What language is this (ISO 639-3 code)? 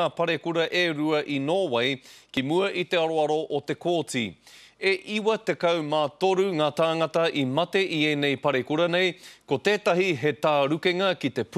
mri